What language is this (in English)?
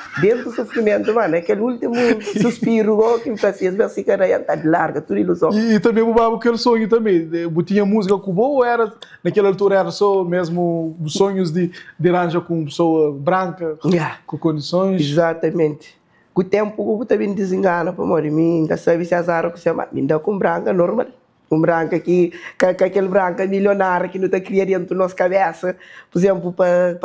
Kabuverdianu